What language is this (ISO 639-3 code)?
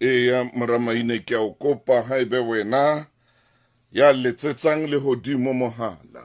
sot